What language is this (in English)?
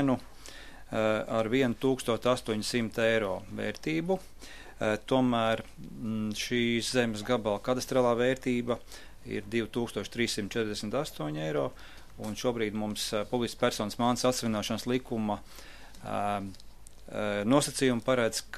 Latvian